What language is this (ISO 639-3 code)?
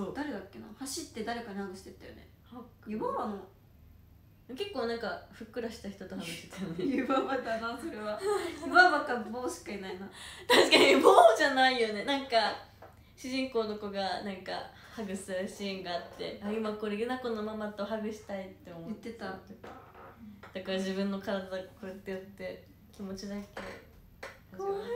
jpn